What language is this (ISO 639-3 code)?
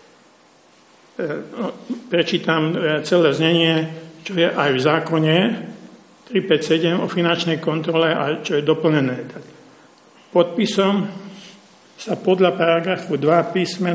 slk